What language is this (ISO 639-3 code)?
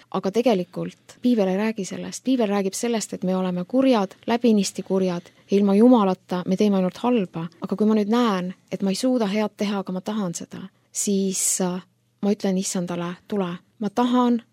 est